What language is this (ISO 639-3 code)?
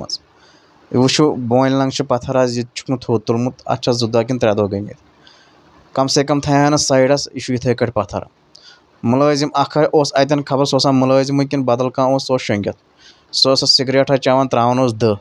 kas